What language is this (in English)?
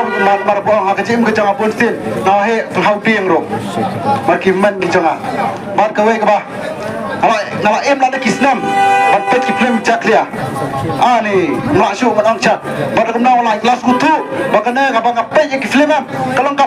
Khasi